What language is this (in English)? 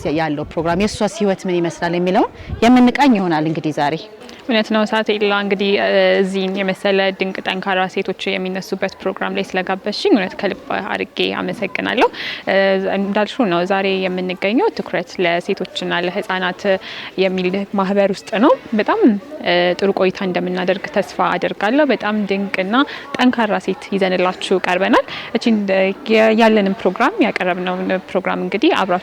Amharic